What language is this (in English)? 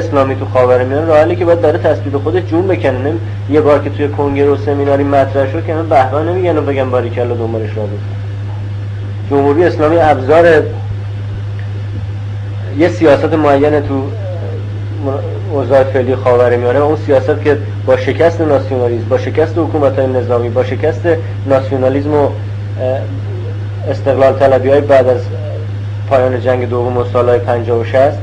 Persian